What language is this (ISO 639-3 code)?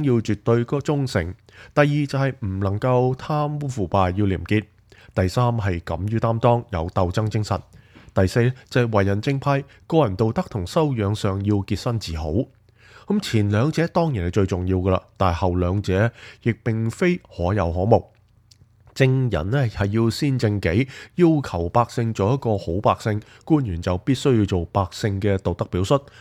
yue